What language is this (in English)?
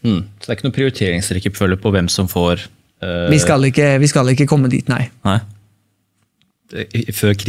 Norwegian